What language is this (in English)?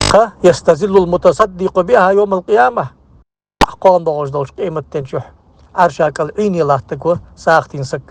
Ingush